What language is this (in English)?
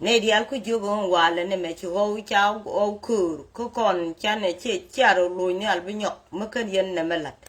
Nuer